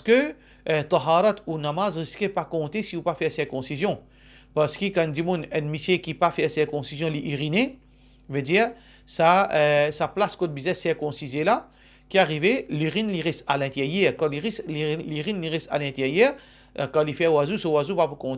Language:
Morisyen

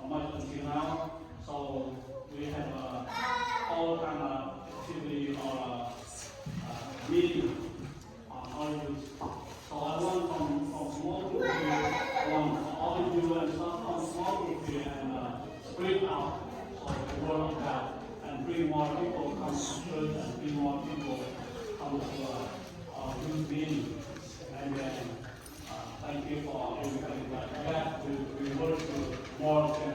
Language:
Central Mnong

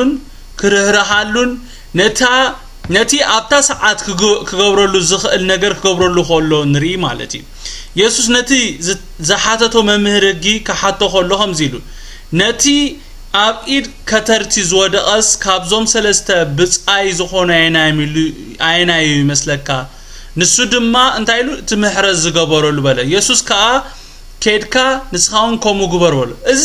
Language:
Tigrinya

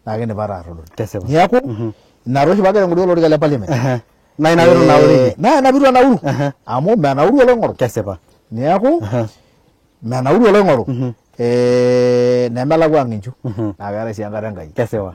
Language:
Masai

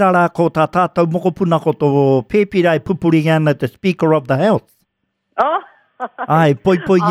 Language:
Māori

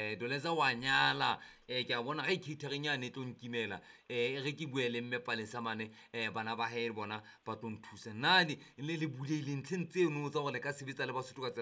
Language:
Southern Sotho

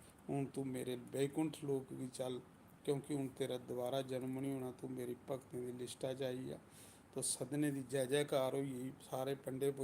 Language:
Dogri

